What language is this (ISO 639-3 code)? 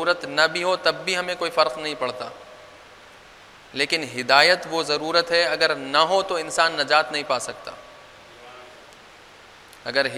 urd